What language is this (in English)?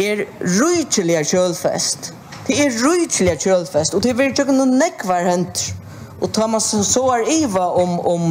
Faroese